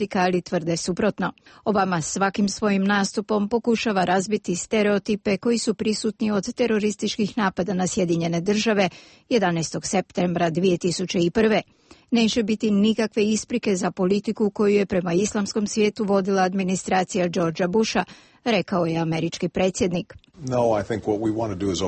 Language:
Serbian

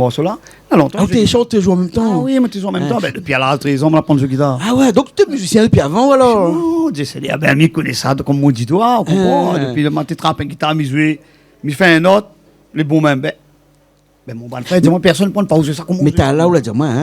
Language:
Réunion Creole French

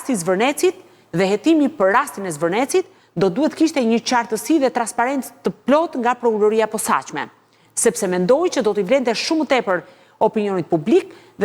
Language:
Albanian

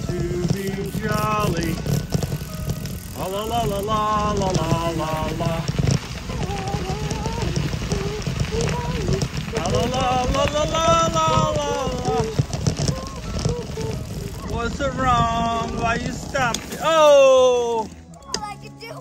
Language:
English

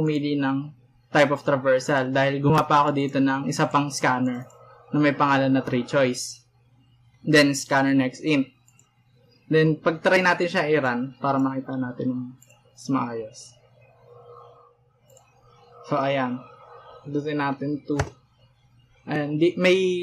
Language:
Filipino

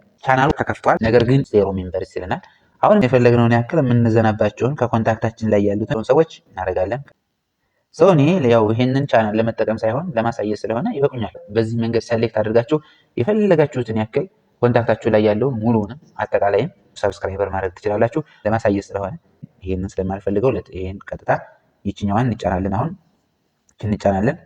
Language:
Amharic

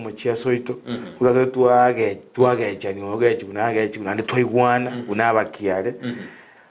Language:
Gusii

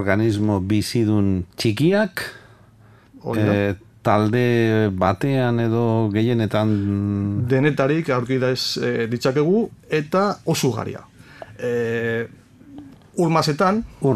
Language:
Basque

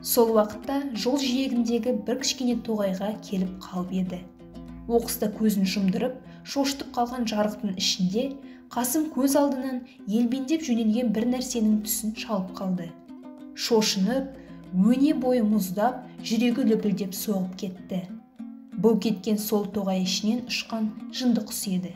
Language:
Kazakh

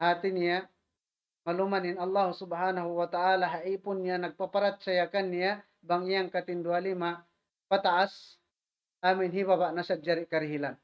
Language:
Tausug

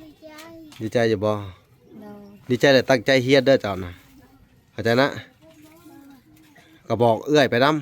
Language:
Lao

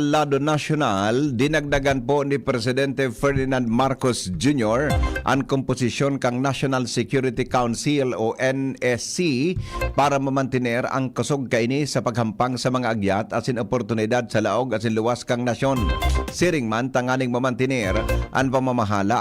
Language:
Bikol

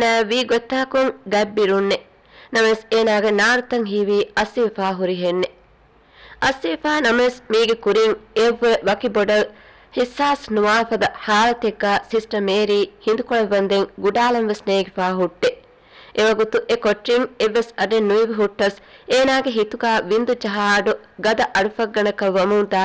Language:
Divehi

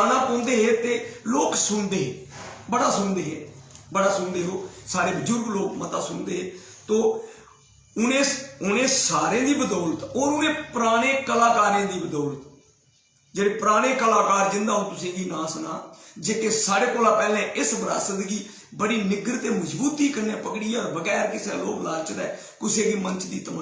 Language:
Dogri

